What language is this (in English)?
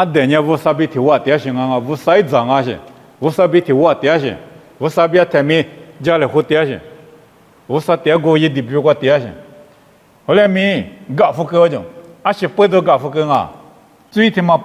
Lisu